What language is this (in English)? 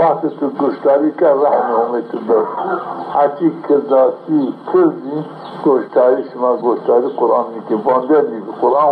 Zaza